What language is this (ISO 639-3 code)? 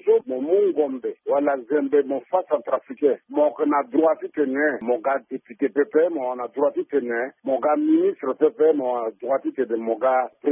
sag